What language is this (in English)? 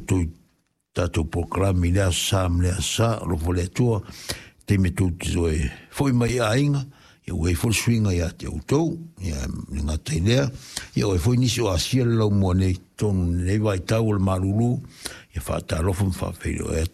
Samoan